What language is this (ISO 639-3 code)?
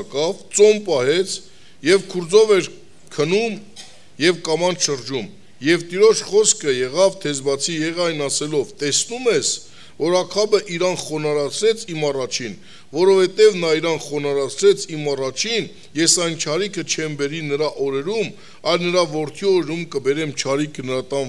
hye